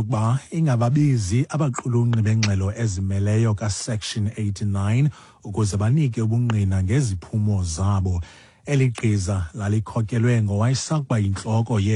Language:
Xhosa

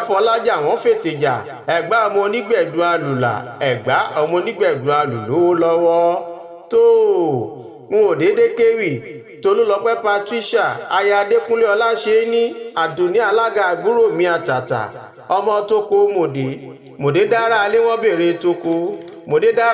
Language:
Yoruba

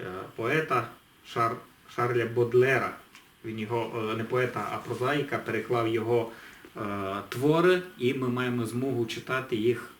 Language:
Rusyn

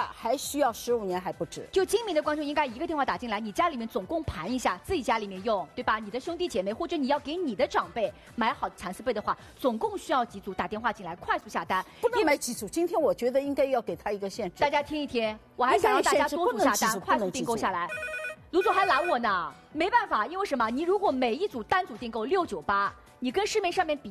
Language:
Chinese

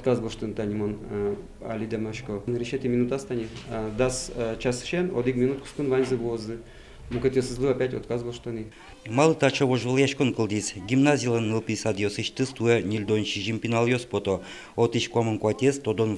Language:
Udmurt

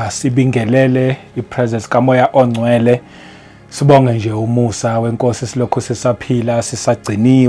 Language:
Zulu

